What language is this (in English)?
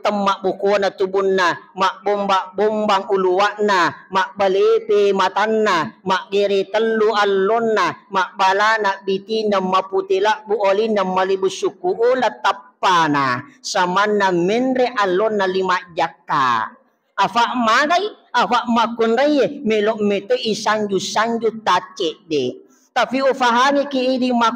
Buginese